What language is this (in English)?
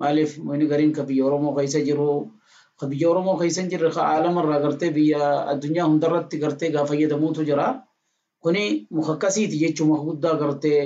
Oromo